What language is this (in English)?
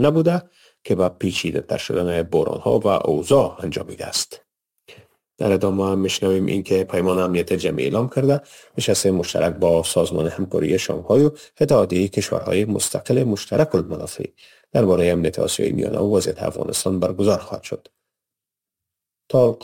Persian